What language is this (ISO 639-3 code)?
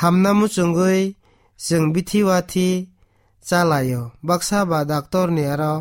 trp